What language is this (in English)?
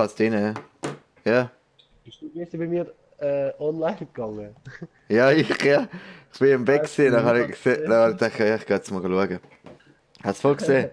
Swiss German